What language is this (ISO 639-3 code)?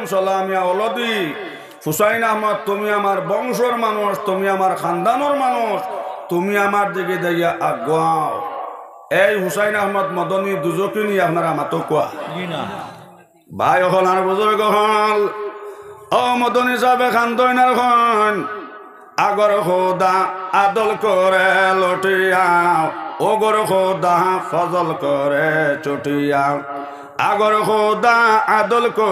syl